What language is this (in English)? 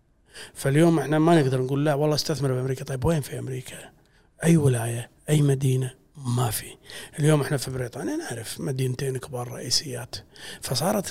Gulf Arabic